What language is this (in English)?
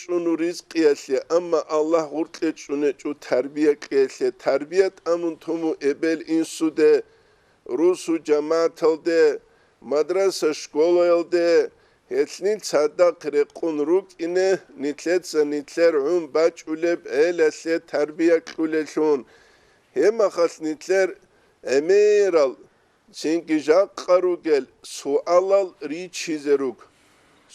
Avaric